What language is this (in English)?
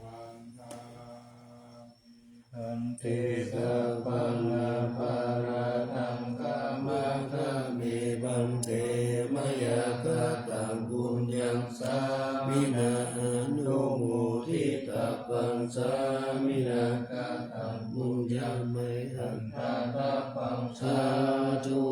Pali